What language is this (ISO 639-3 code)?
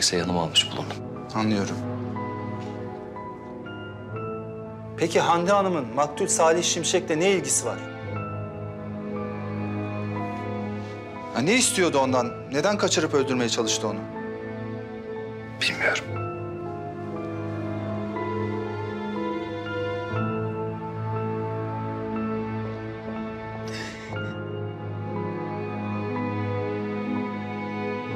tur